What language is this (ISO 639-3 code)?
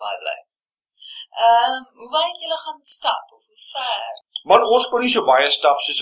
afr